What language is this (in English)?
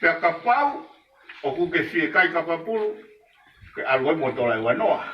Tongan